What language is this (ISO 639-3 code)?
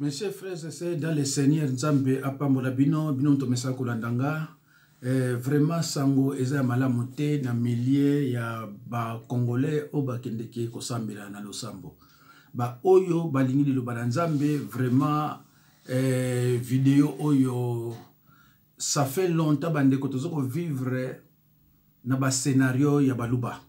lin